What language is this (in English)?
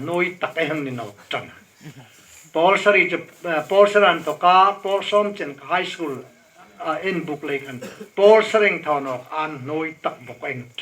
Hmar